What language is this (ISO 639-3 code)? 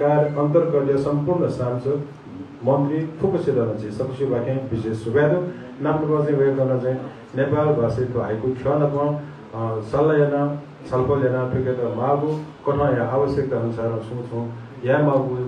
new